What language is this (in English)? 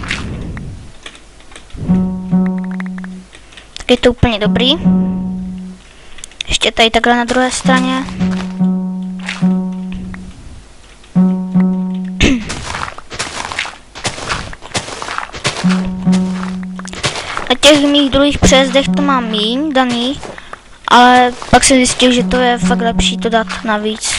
Czech